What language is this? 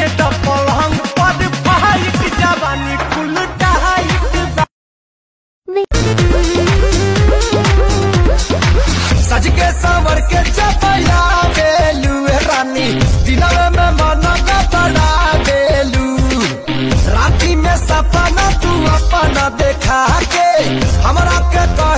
Bhojpuri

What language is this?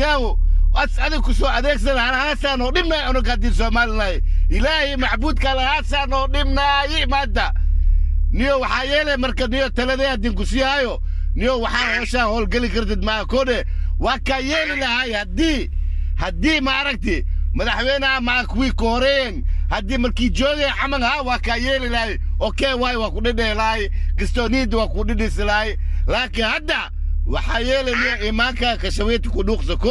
Somali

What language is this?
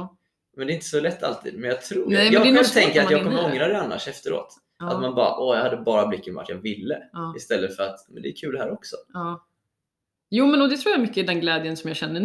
Swedish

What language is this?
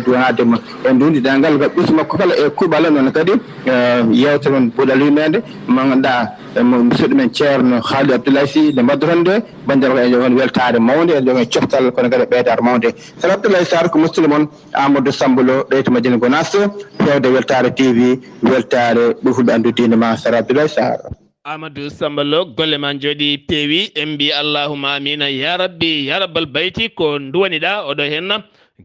Fula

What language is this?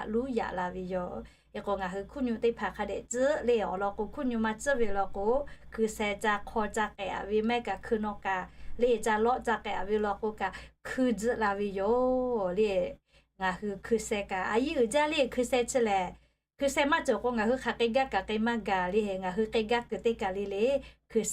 Lahu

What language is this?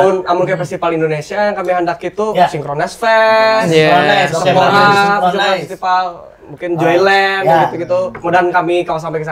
Banjar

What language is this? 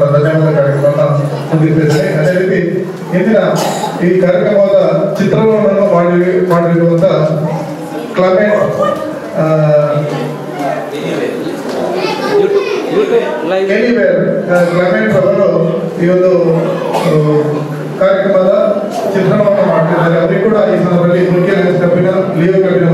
Kannada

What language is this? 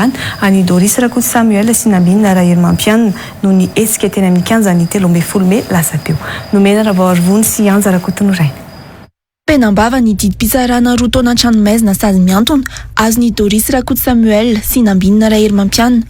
Malagasy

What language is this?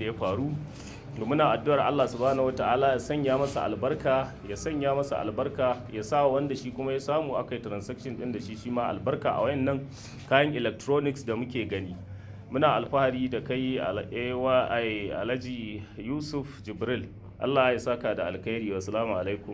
Hausa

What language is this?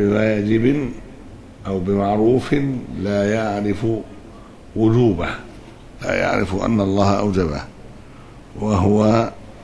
Arabic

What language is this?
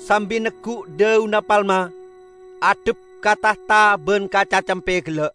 Madurese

